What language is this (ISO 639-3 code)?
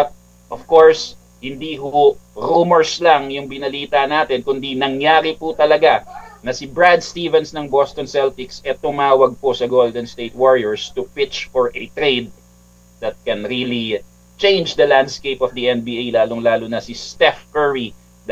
fil